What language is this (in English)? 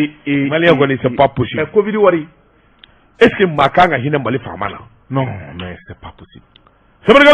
Bambara